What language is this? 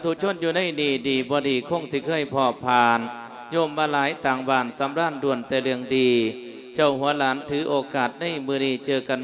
Lao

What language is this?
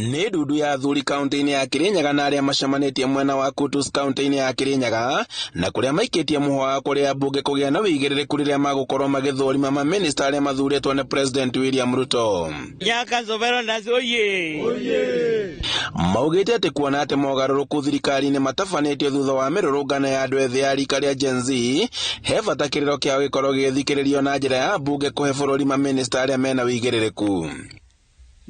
Kikuyu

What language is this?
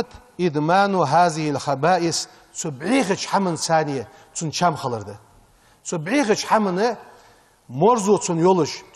Ingush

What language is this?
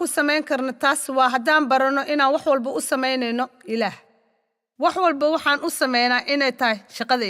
Somali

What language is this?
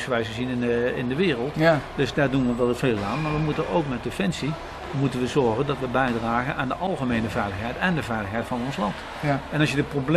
Dutch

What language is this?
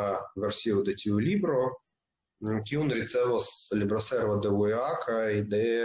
Esperanto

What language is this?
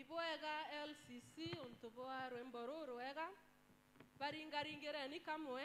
Meru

